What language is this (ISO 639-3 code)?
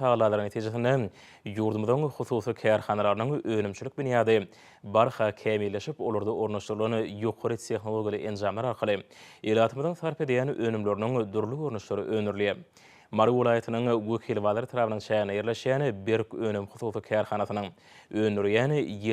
tuk